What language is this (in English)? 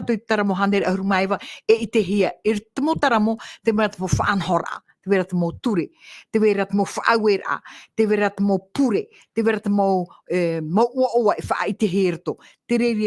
Tahitian